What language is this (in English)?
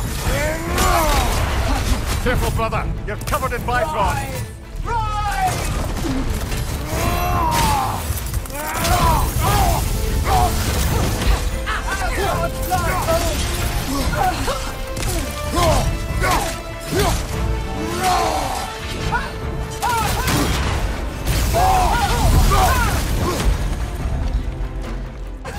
English